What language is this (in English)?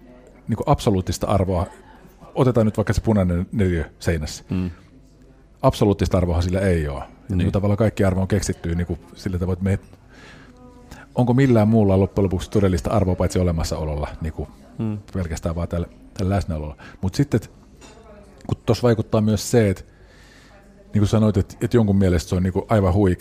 Finnish